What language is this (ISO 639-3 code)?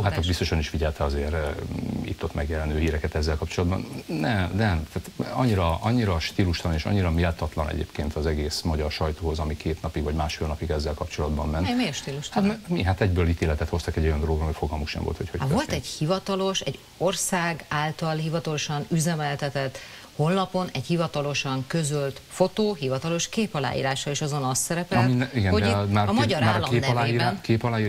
hun